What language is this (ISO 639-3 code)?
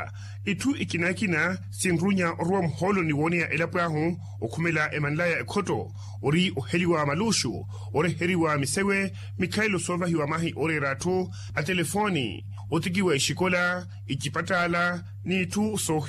vmw